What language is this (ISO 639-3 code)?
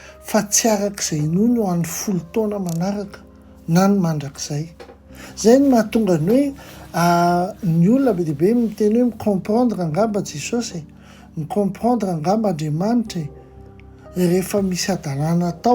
mlg